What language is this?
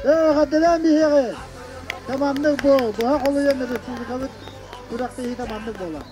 Yakut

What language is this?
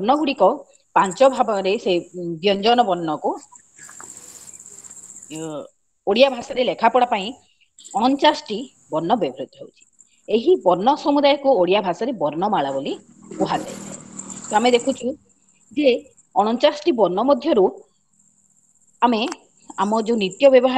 Odia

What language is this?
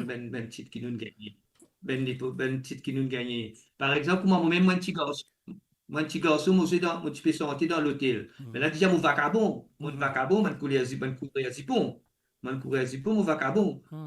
Morisyen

